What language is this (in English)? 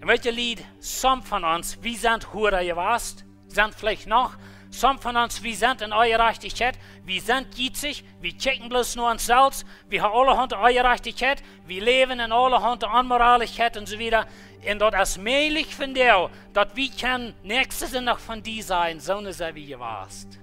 Plautdietsch